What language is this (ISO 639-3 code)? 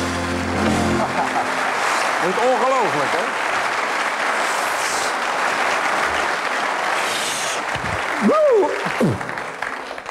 nld